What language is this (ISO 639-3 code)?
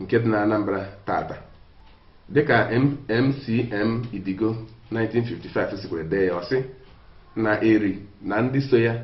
ibo